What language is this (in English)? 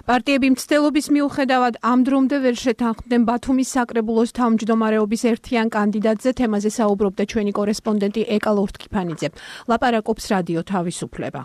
Georgian